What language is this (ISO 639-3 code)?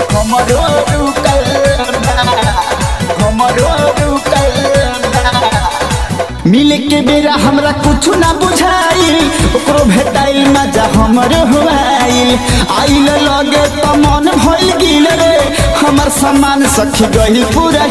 bho